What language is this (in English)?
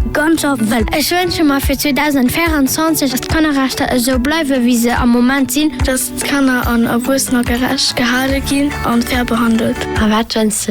Luxembourgish